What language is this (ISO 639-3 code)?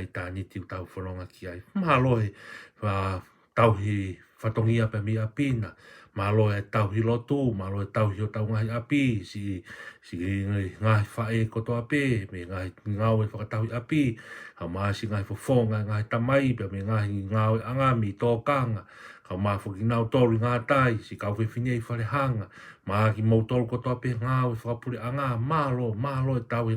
ton